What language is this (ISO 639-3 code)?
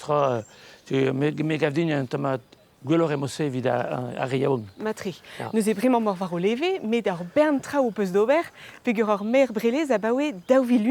bre